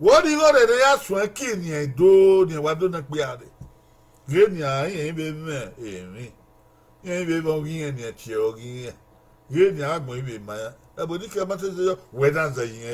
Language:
Bini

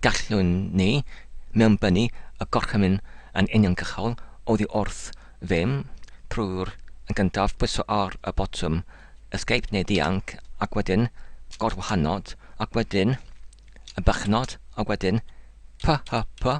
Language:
Welsh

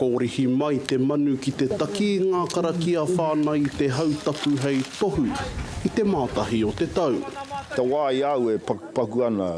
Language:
Māori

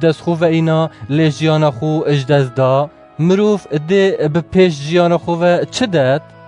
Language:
Kurdish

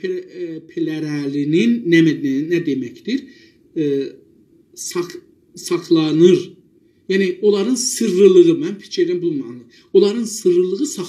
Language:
South Azerbaijani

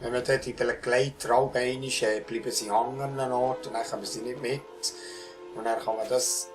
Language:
Swiss German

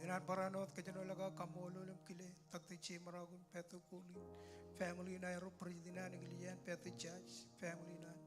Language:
Marshallese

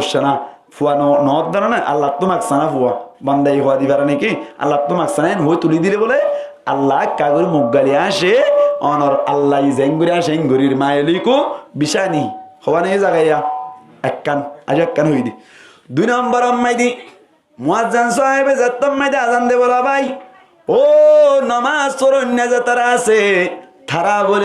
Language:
Rohingya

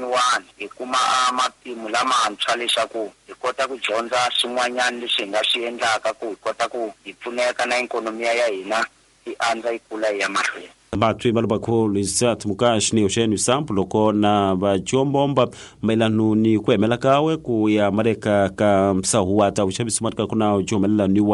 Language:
Tsonga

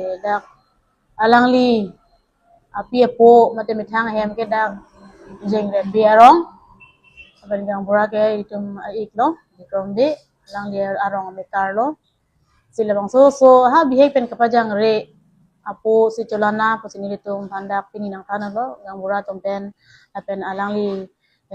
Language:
Karbi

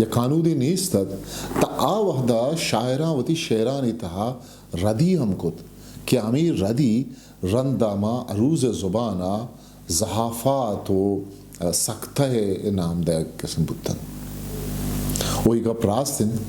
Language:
Eastern Balochi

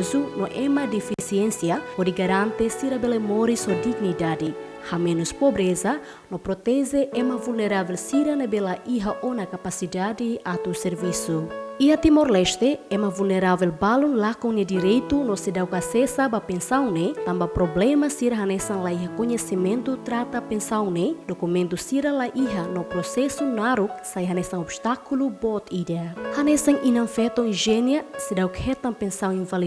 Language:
Tetum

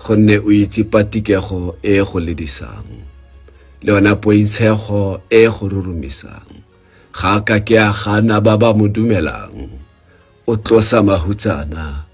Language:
Tswana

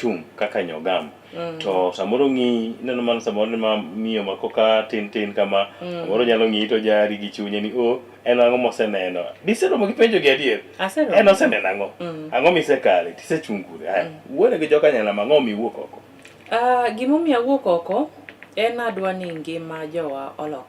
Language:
Luo (Kenya and Tanzania)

